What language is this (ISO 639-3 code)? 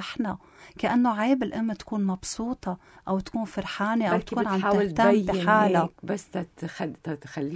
apc